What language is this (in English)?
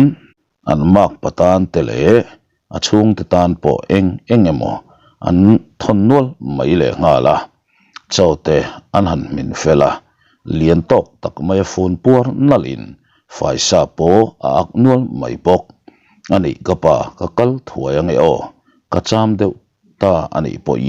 Mizo